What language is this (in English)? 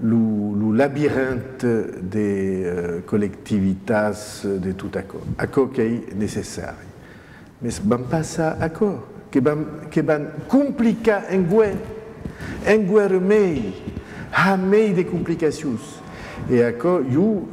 Occitan